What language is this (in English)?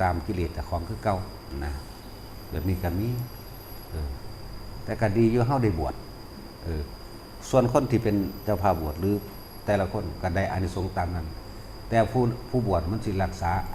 Northeastern Thai